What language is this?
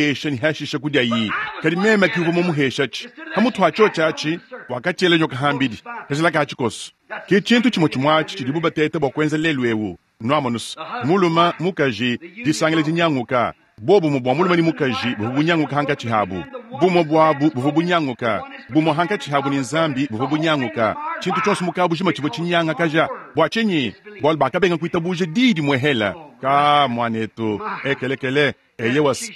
Luba-Lulua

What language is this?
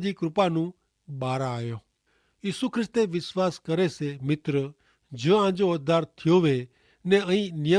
Kachhi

